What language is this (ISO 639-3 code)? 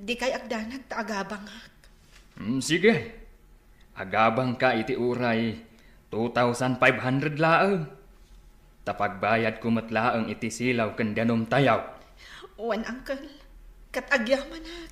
ilo